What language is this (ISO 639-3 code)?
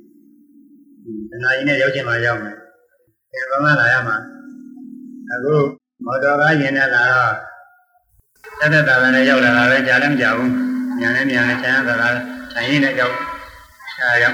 mya